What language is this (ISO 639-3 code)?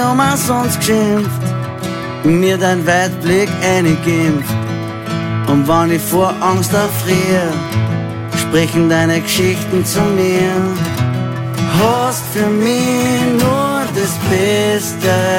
deu